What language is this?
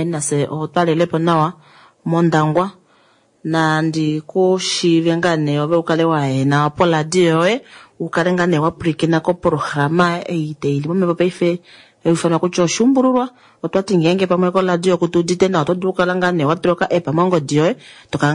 Kuanyama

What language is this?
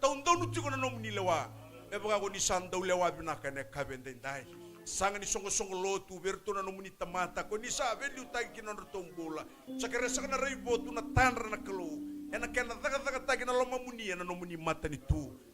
Fijian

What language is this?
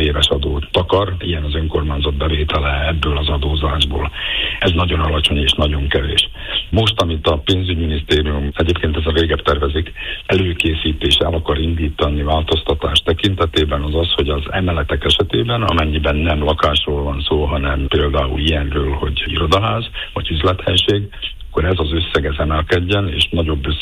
Hungarian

